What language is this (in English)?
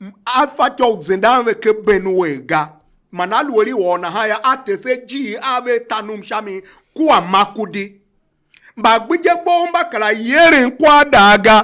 Tiv